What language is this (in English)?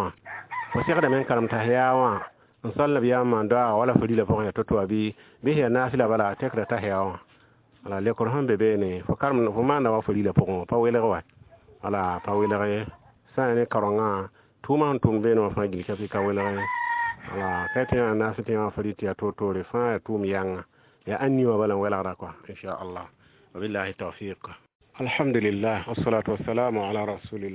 Mossi